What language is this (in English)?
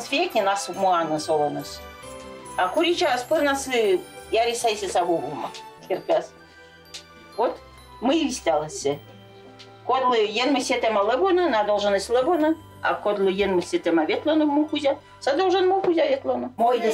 Komi